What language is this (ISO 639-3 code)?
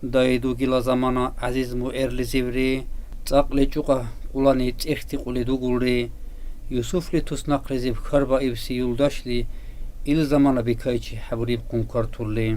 dar